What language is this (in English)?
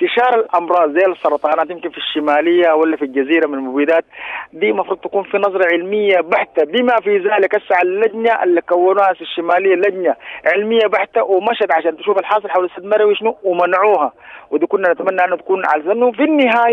Sudanese Arabic